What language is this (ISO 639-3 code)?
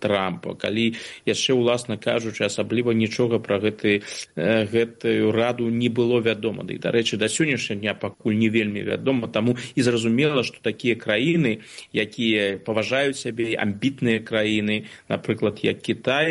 bel